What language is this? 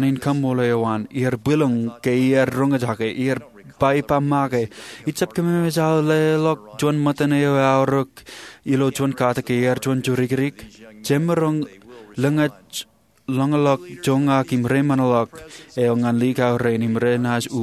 Marshallese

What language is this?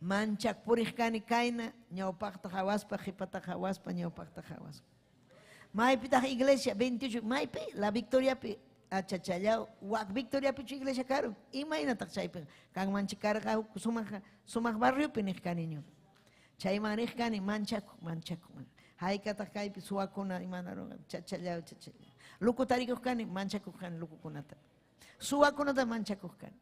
Ayacucho Quechua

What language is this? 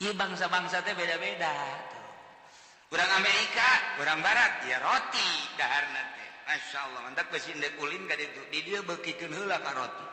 Sundanese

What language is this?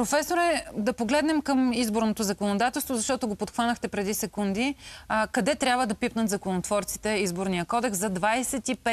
Bulgarian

